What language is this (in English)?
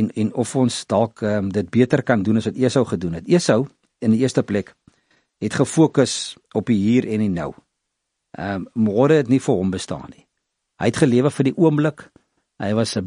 Afrikaans